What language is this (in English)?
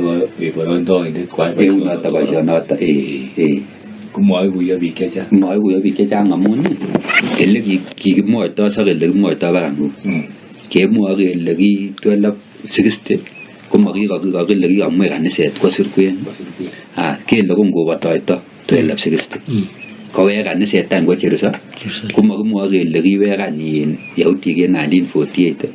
Kalenjin